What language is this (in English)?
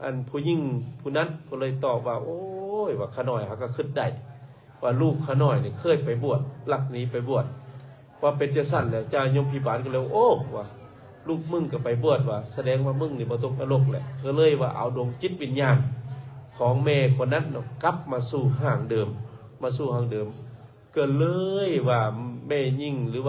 Lao